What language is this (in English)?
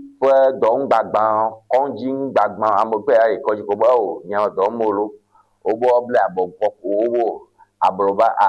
Ewe